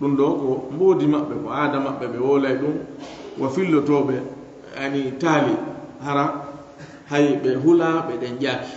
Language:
Fula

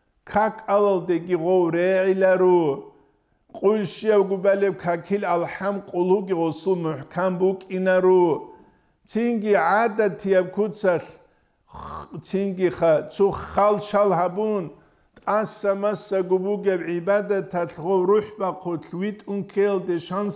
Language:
Avaric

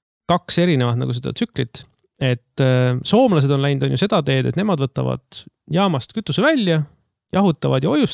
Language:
Estonian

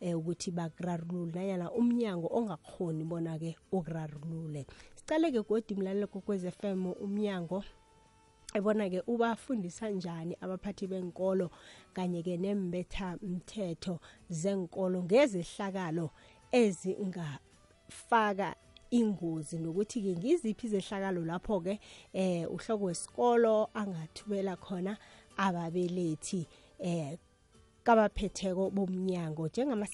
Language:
South Ndebele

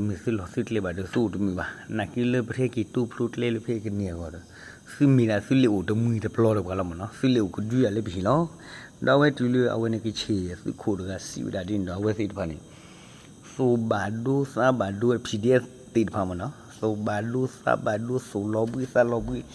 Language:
S'gaw Karen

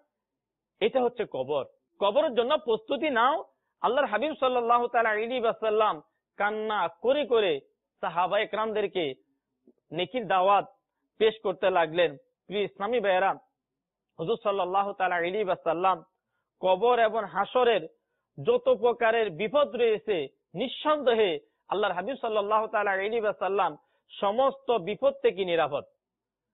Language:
Bangla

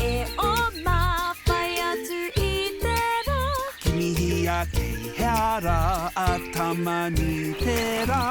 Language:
Māori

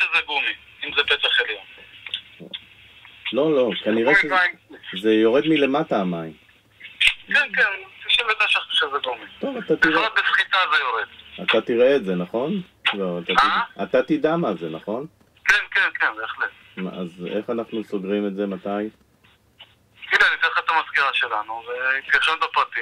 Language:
Hebrew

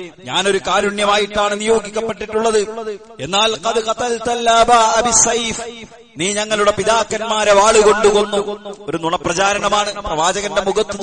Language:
Malayalam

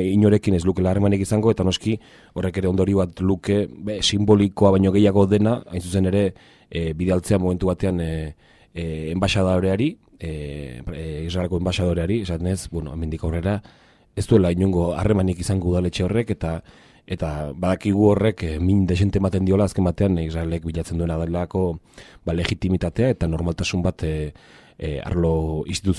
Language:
Basque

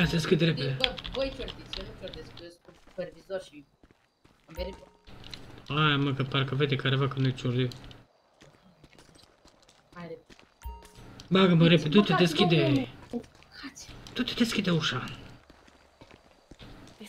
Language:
Romanian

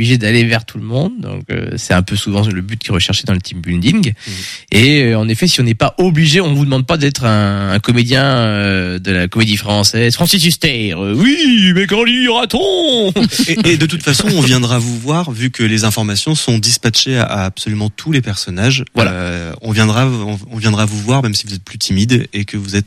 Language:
French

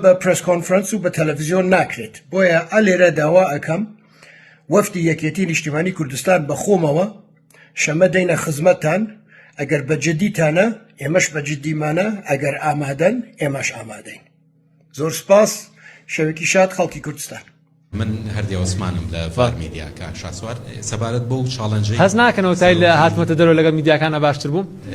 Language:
Central Kurdish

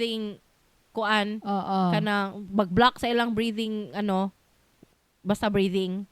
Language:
Cebuano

